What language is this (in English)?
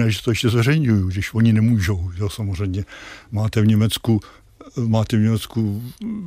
Czech